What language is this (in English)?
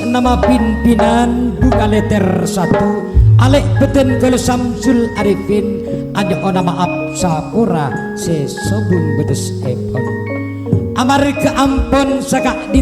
Madurese